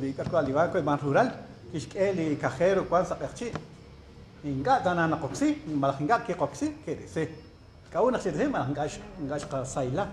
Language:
Kekchí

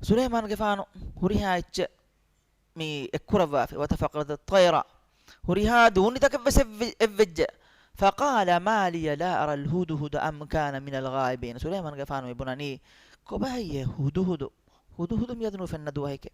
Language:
Divehi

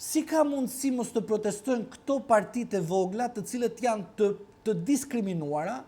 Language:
Albanian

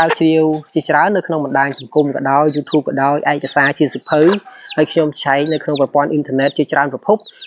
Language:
Khmer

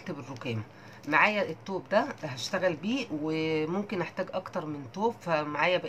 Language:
Egyptian Arabic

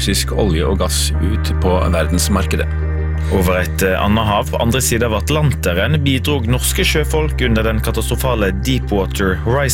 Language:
Norwegian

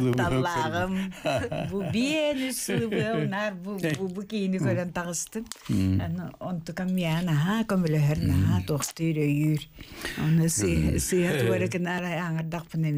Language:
Yakut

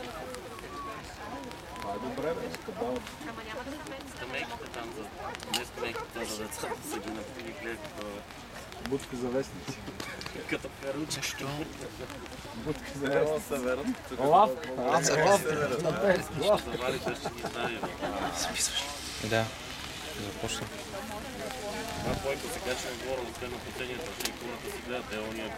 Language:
Bulgarian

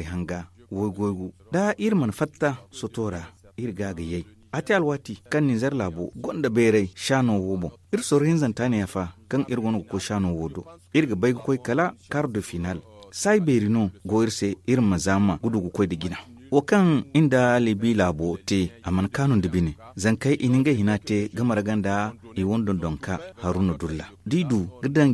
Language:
Zarma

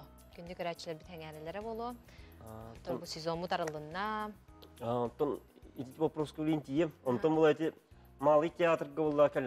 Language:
Yakut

